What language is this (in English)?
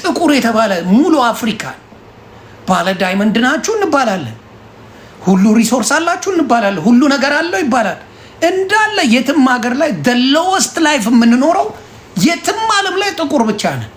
Amharic